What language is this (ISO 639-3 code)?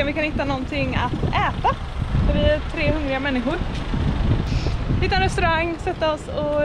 swe